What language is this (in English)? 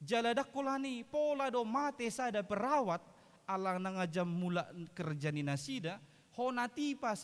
Batak Toba